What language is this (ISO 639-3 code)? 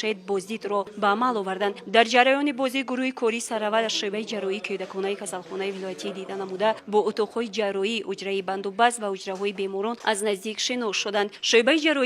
tgk